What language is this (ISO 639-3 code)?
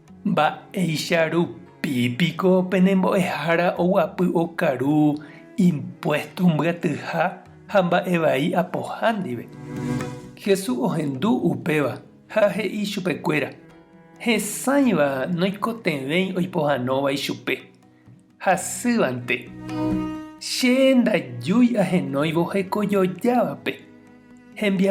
grn